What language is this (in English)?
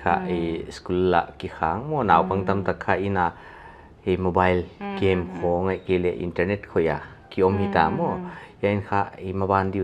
Paite Chin